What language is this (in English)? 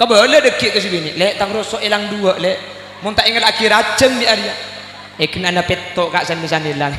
Madurese